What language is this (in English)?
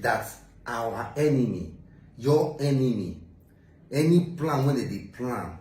Nigerian Pidgin